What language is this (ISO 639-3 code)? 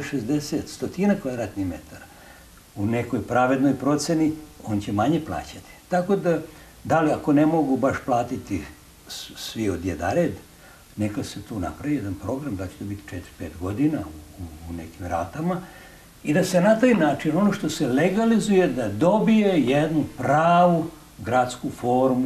srp